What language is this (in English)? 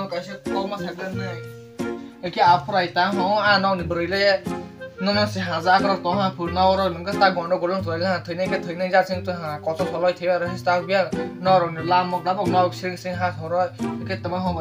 Kok Borok